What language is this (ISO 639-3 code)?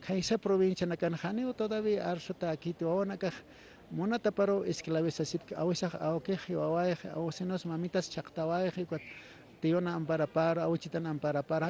aym